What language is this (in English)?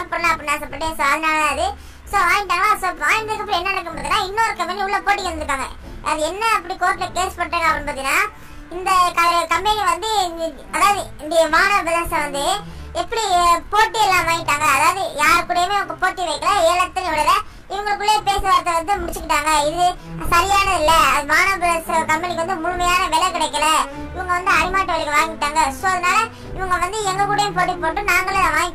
Tamil